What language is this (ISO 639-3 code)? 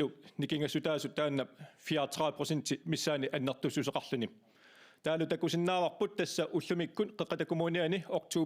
kal